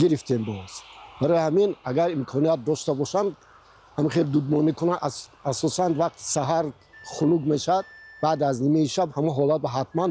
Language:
Tajik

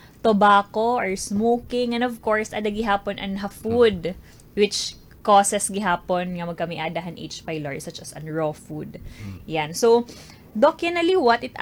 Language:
Waray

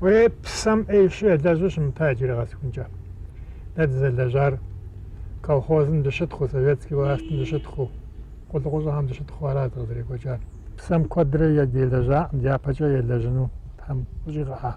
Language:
Kabardian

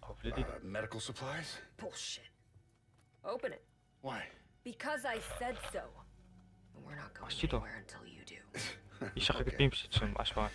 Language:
Kara-Kalpak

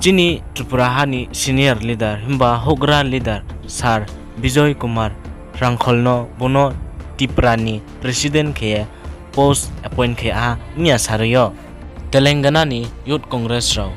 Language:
Riang (India)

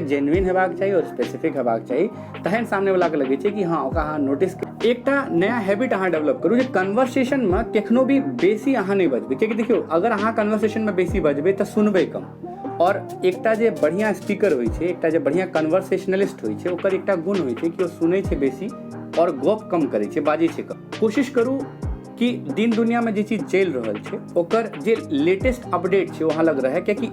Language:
Maithili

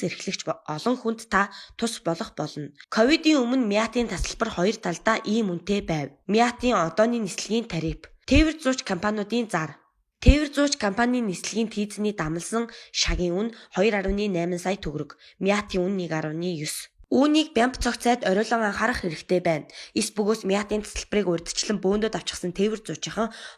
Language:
Mongolian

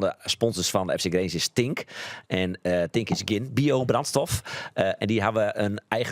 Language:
Western Frisian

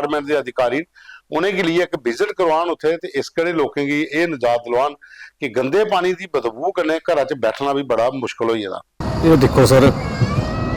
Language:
Dogri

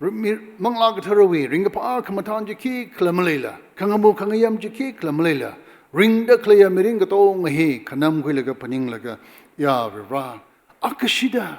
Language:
Tangkhul Naga (India)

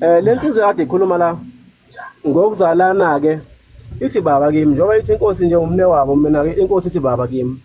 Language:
Zulu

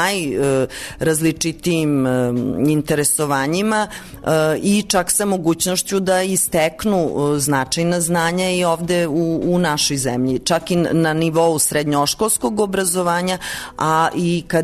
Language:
Serbian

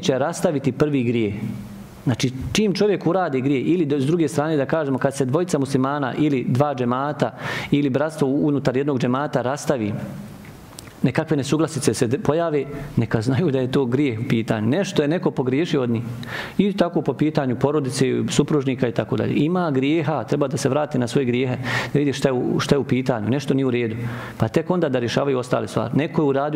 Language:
Bosnian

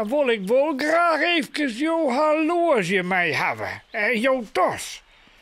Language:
Western Frisian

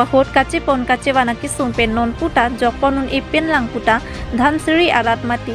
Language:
Karbi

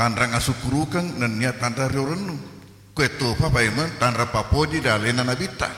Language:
Buginese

